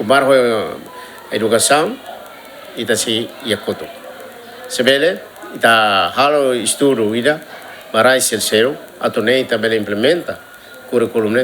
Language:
Tetum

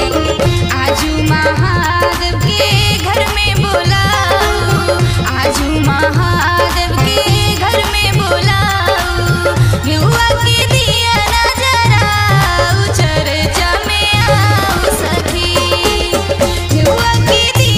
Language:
Bhojpuri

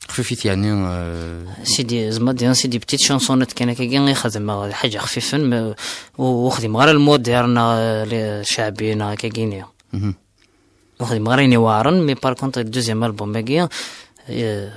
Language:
Kabyle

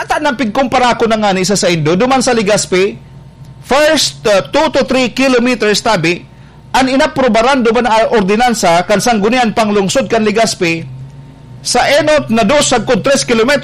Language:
Bikol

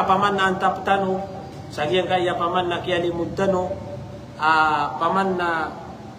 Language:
Maranao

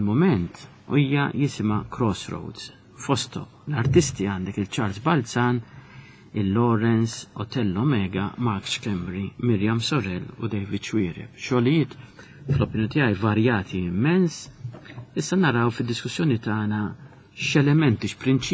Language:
Maltese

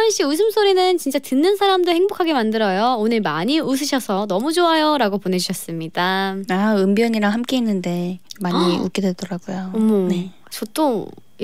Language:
Korean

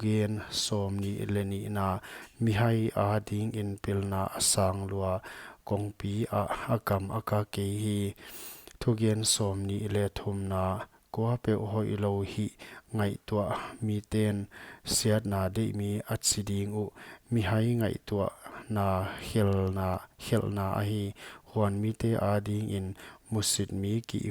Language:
Paite Chin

